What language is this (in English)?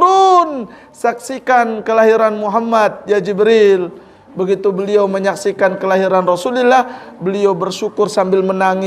Sasak